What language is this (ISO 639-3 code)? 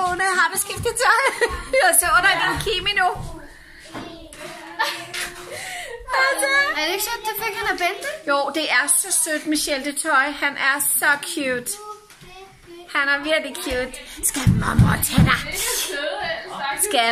dan